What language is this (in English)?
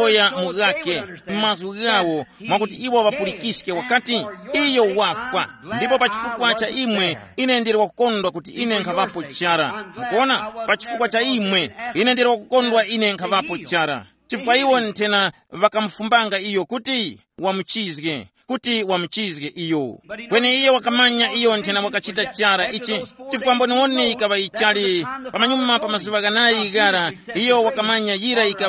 Tumbuka